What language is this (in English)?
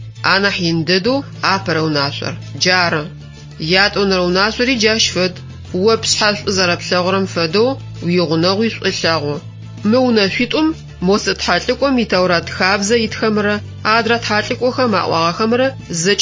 Adyghe